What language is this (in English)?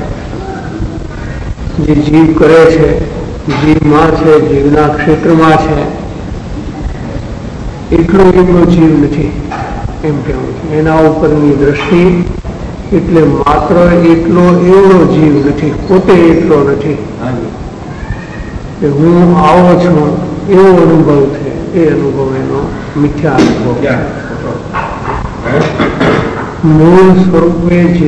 Gujarati